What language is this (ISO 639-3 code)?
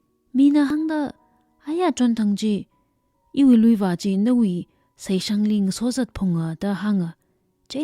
nmf